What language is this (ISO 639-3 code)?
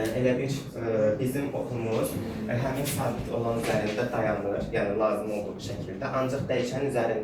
aze